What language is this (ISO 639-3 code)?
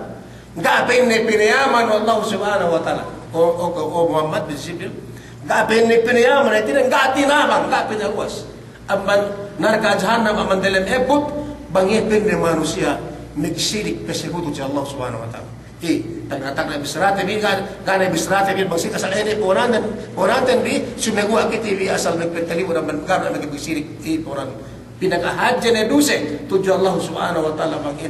yka